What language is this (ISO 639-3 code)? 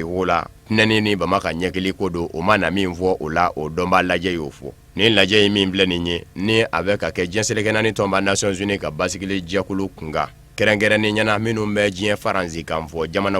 bam